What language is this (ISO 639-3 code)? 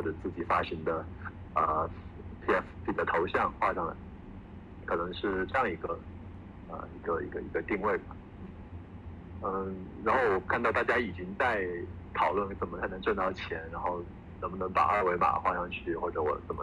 zho